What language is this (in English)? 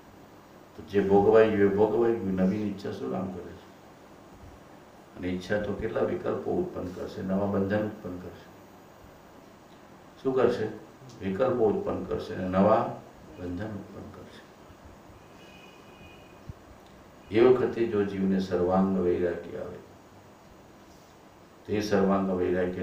Gujarati